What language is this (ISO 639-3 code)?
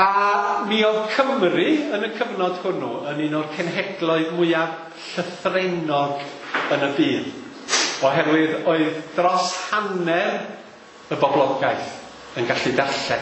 cym